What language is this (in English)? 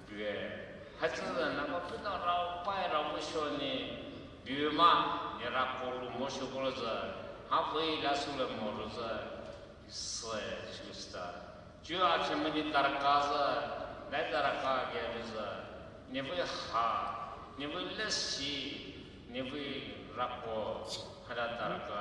Poumei Naga